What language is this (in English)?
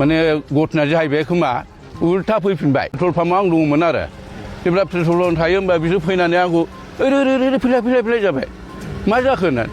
Bodo